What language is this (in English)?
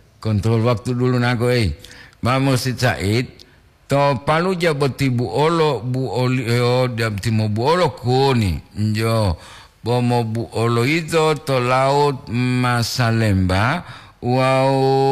Gorontalo